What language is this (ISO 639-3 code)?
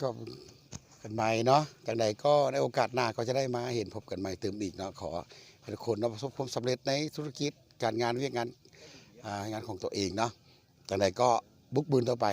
lao